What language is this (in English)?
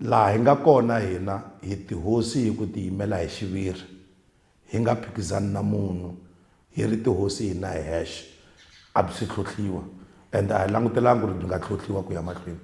Tsonga